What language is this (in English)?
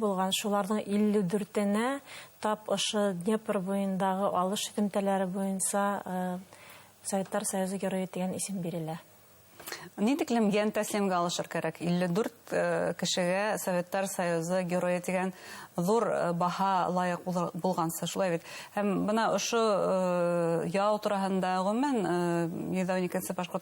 Bashkir